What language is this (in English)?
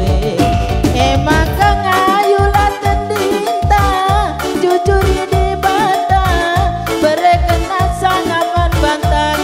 Batak Karo